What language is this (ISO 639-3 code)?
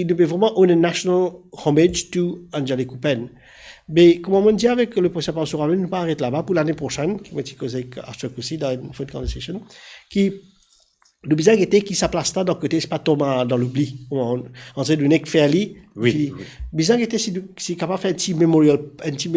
mfe